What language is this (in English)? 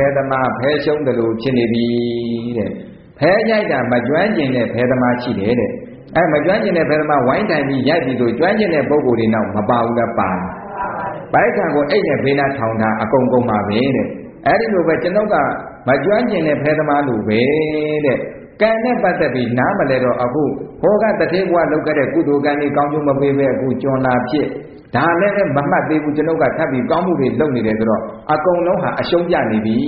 Burmese